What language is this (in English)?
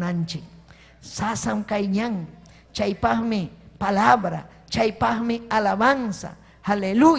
Ayacucho Quechua